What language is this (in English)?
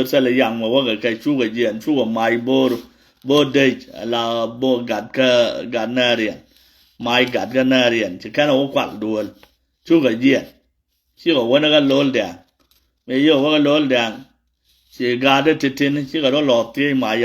Nuer